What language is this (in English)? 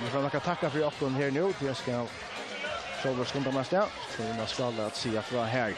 Faroese